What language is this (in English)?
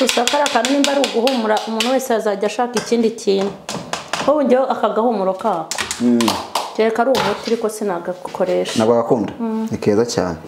Kinyarwanda